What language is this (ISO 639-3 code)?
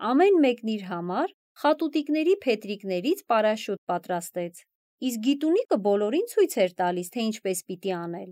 hye